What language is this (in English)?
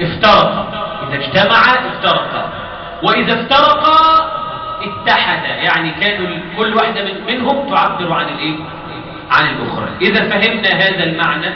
Egyptian Arabic